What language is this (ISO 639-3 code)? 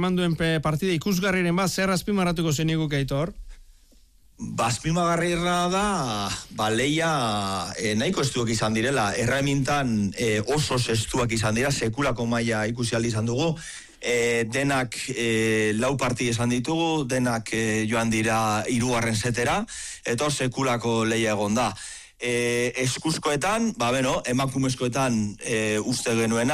eus